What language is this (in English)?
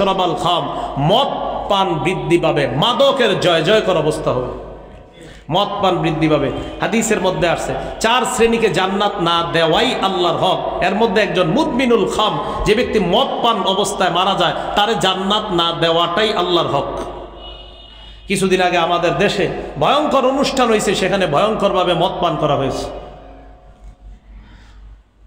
Bangla